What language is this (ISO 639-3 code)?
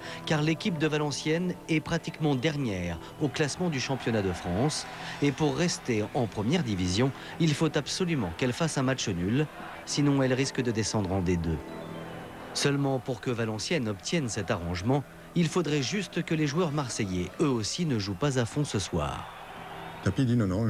fra